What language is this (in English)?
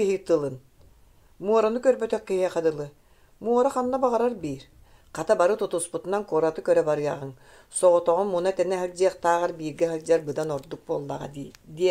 Yakut